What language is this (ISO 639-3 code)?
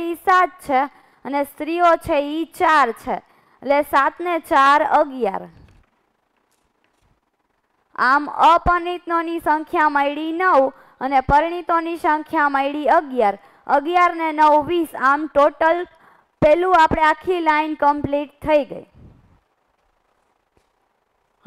guj